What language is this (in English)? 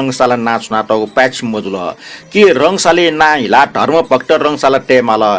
Newari